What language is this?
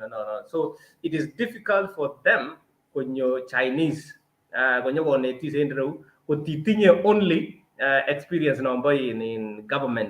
Kalenjin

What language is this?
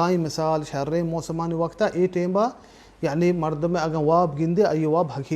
Baluchi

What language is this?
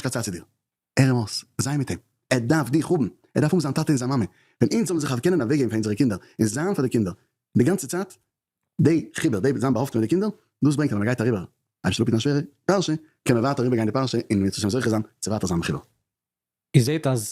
Yiddish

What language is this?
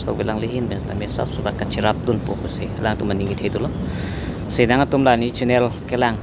Karbi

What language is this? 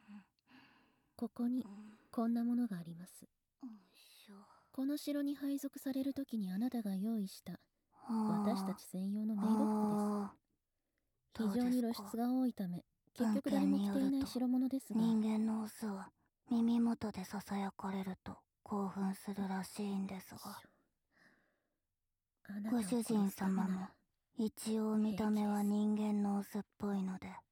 Japanese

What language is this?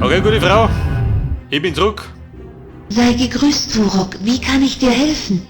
Bavarian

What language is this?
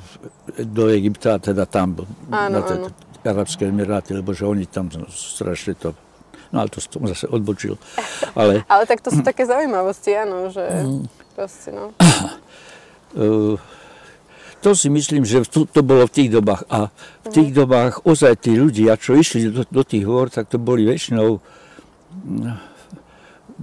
Slovak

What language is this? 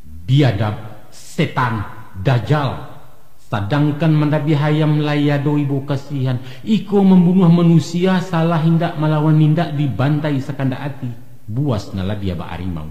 Minangkabau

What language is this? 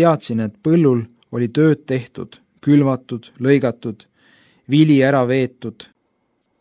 Estonian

